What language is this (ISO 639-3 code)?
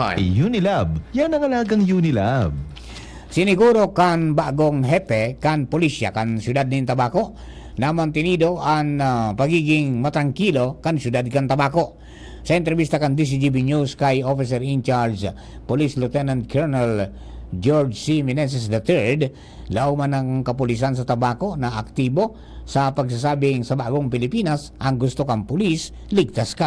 bik